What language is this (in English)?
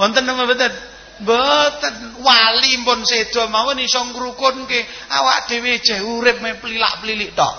Javanese